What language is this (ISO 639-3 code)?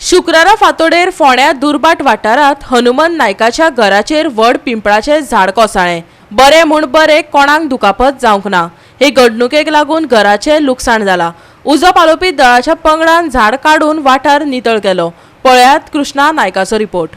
kok